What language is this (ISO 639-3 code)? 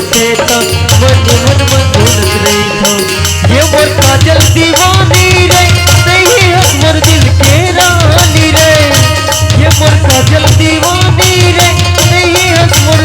hne